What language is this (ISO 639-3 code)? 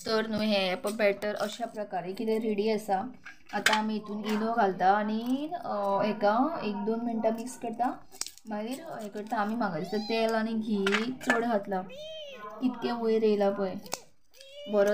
kok